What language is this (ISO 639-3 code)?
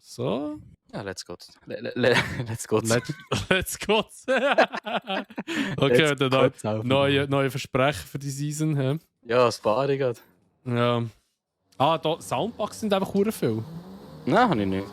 gsw